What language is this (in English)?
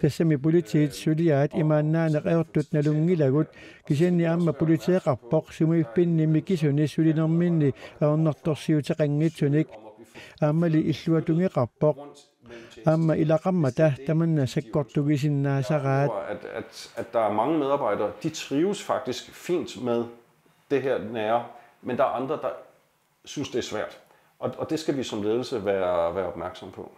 Kalaallisut